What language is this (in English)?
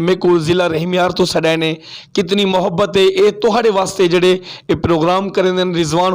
Western Panjabi